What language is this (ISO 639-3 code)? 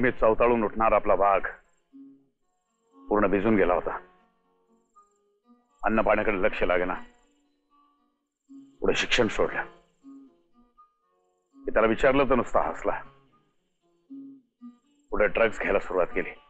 mar